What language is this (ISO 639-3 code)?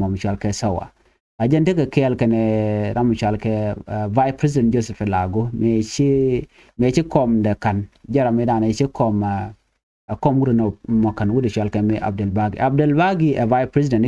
nus